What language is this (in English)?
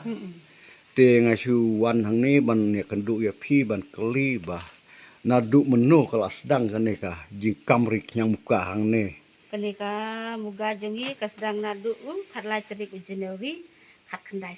Khasi